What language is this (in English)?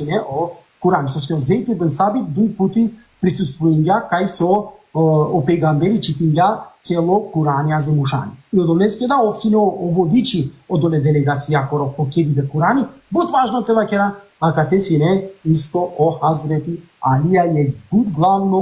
Balkan Romani